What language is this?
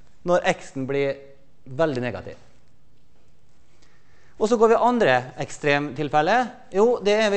Norwegian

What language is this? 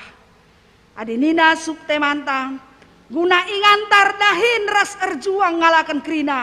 Batak Karo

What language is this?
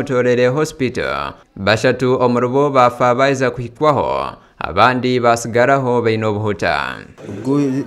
Nyankole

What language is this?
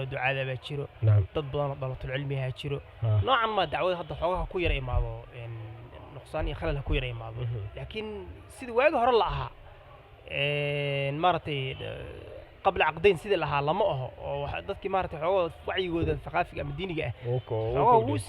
Somali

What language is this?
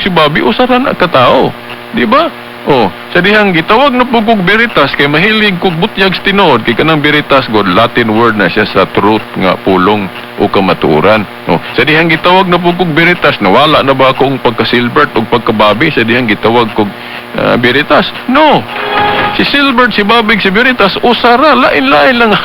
Cebuano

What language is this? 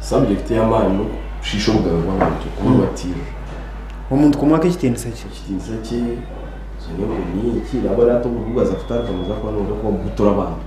Nyankole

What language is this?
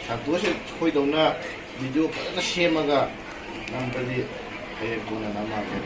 Manipuri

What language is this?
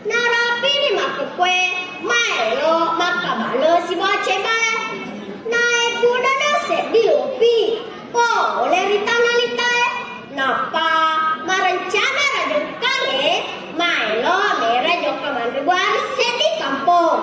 Buginese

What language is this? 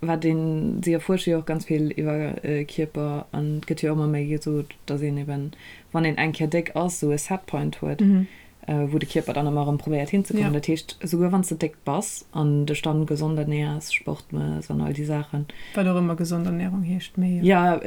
Luxembourgish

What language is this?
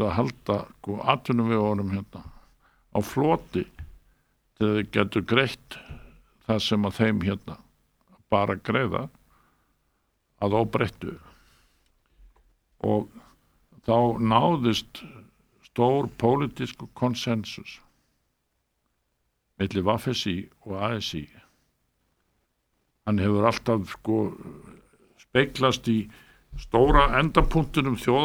Icelandic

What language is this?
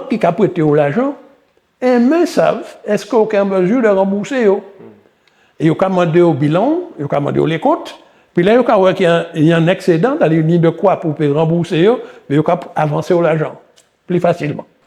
Guadeloupean Creole French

